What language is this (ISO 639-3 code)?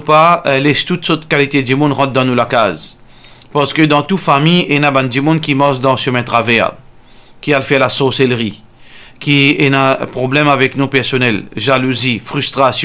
mfe